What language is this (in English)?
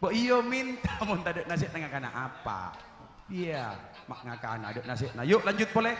Madurese